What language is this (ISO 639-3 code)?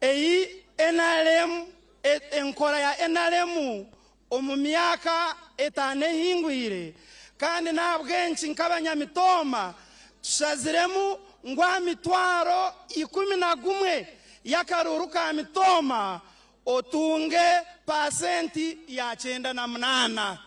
nyn